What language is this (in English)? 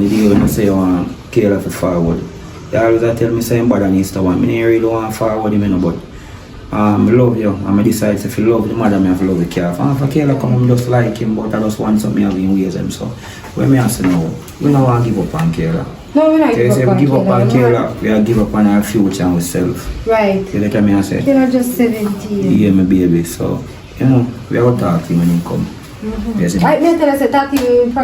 Jamaican Creole English